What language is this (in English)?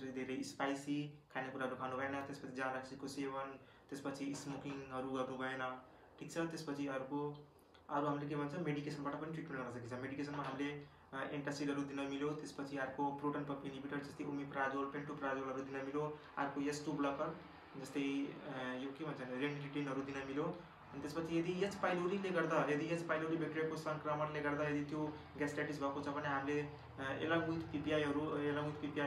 Nepali